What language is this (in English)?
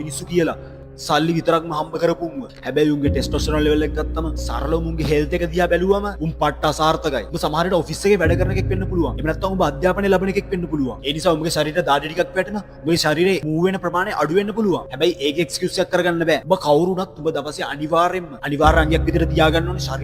Sinhala